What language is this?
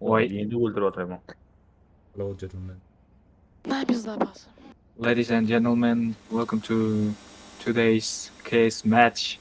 Kara-Kalpak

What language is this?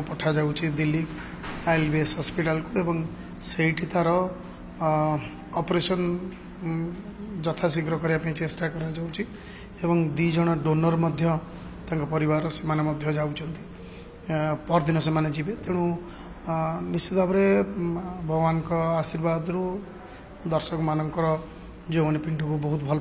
Odia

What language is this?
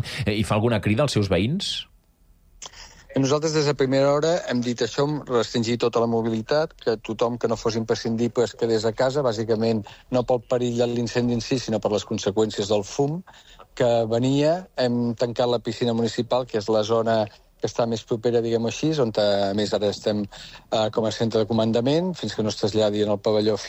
Catalan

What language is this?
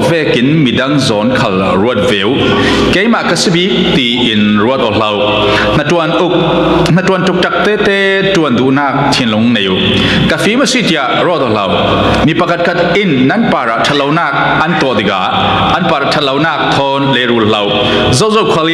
Falam Chin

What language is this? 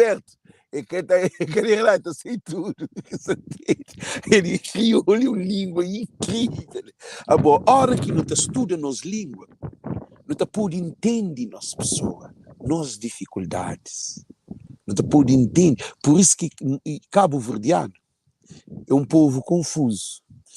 Kabuverdianu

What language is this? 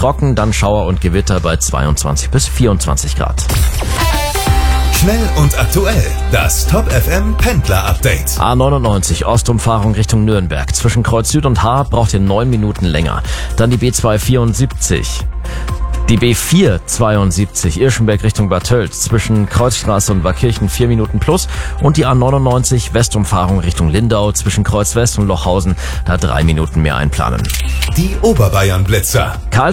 German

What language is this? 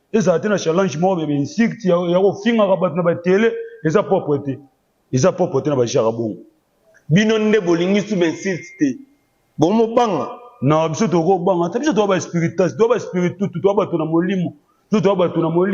Lingala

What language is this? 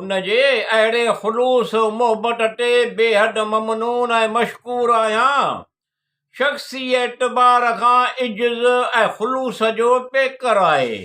Sindhi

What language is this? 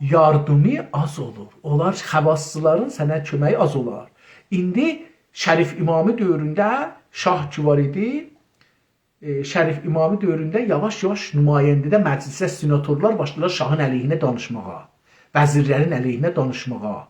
South Azerbaijani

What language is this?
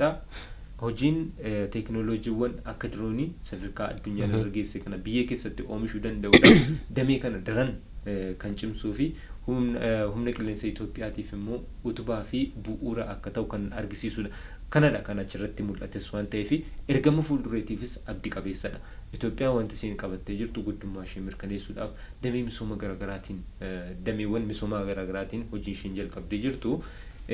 Oromo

